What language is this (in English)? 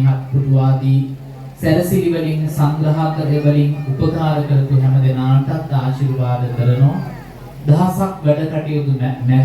Sinhala